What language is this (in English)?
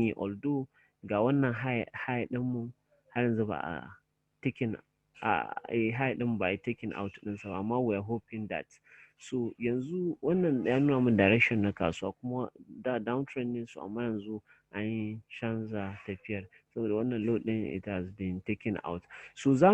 Hausa